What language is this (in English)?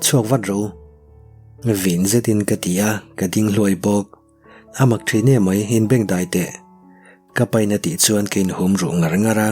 Mizo